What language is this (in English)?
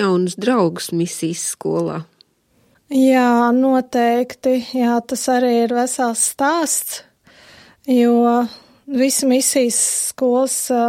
Latvian